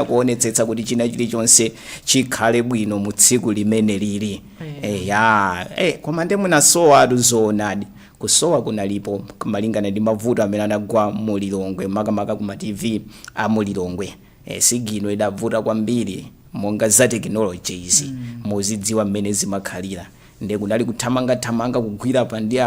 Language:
Nyanja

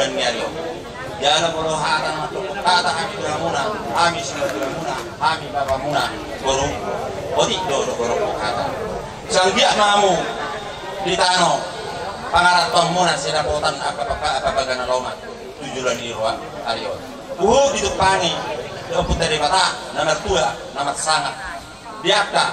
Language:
Batak Toba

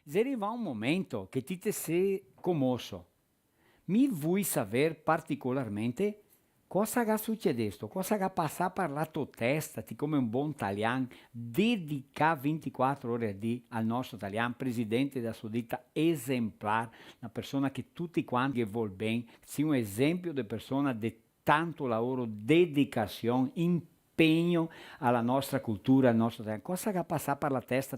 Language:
Venetian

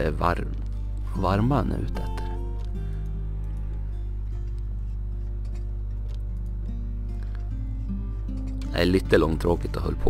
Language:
Swedish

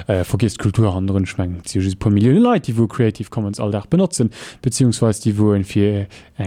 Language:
Luxembourgish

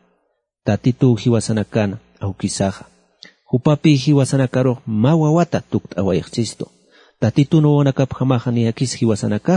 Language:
Aymara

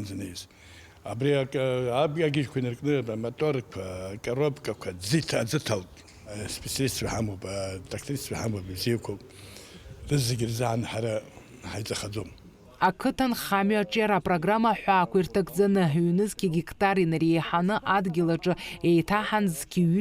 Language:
Abkhazian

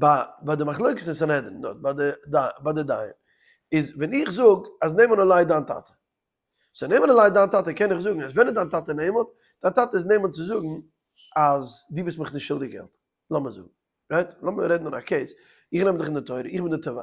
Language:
Yiddish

